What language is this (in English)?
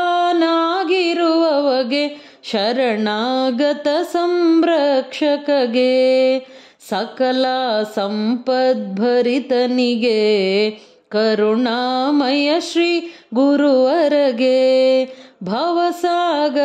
Kannada